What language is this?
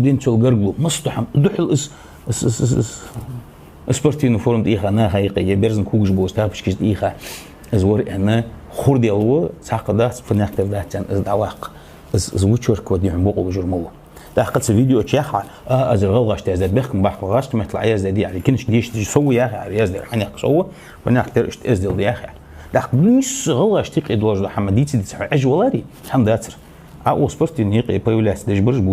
Ingush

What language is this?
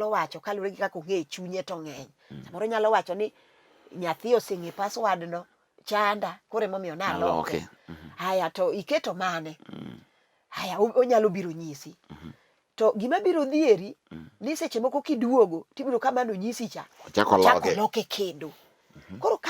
Luo (Kenya and Tanzania)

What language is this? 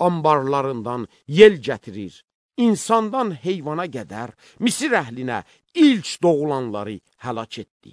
Azerbaijani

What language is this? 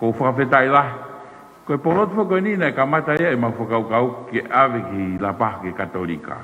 Tongan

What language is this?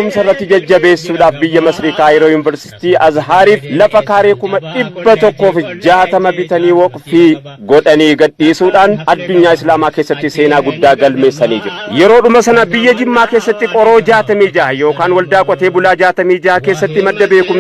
Oromo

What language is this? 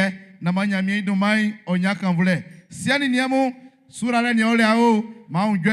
Baoulé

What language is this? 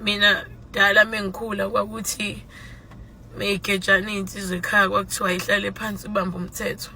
Zulu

